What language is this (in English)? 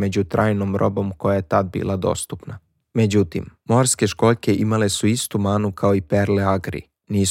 Serbian